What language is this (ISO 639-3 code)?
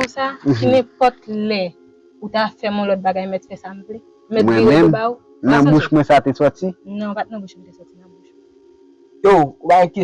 hat